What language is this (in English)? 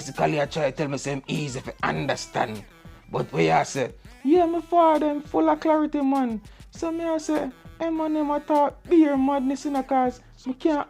Jamaican Creole English